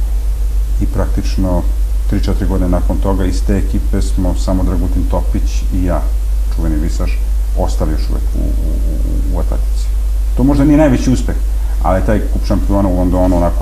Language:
Serbian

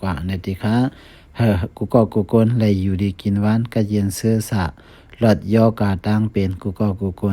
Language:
Shan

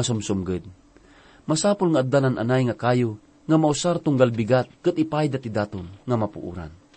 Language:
Iloko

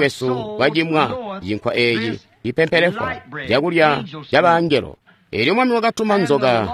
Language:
Tonga (Zambia)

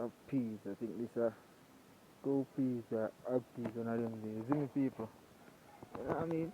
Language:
Jamaican Creole English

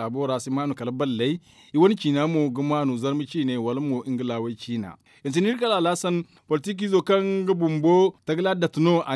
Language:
Zarma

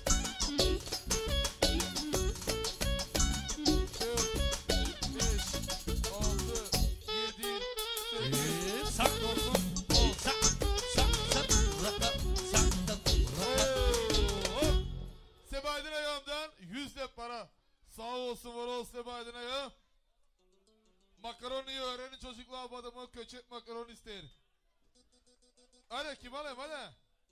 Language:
Turkish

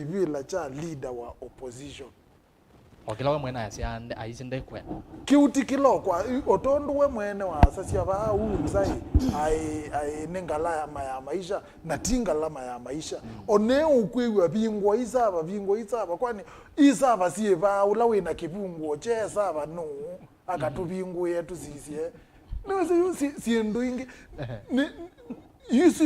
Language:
Kamba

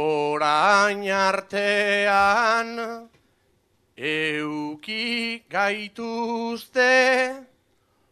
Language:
Basque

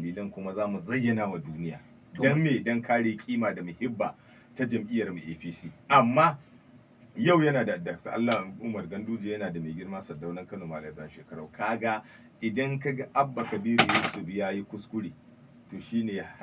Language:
Hausa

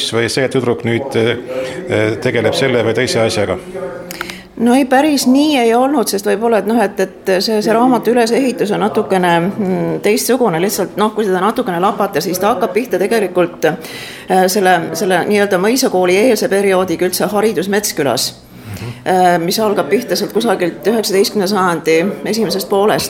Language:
Estonian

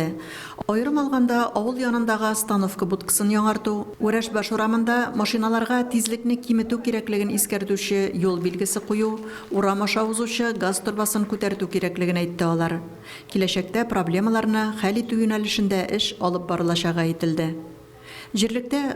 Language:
Tatar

